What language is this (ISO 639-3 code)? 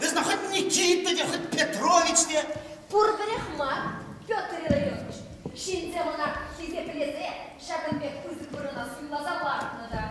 chv